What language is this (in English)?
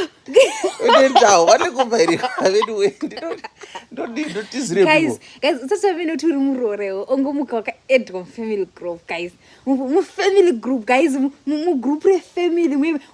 Shona